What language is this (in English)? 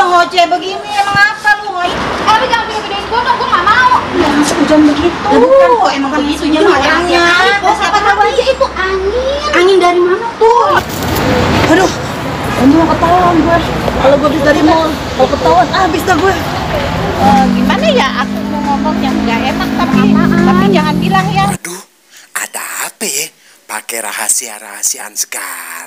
Betawi